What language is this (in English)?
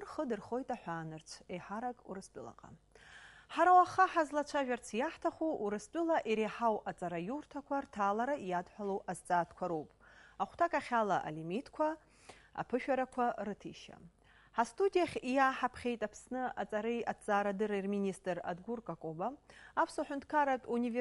Abkhazian